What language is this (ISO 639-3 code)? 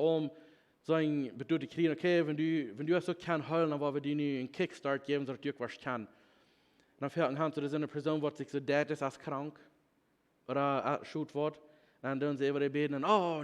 pdt